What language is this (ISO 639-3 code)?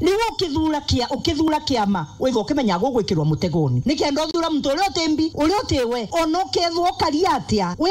mer